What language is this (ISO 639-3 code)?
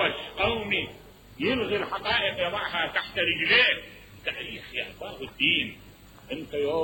acm